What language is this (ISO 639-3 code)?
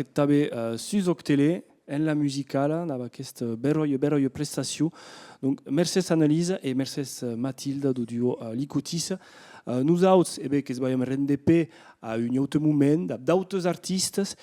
oci